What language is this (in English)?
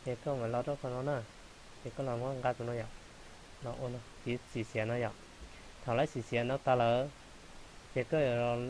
Hmong